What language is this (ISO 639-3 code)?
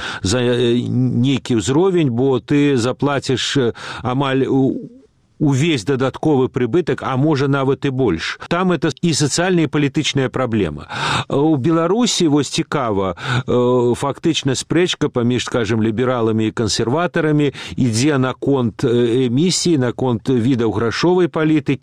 bel